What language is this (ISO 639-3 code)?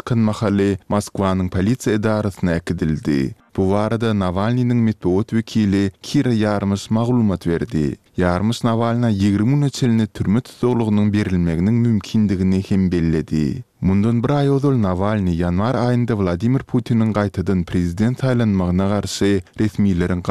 tuk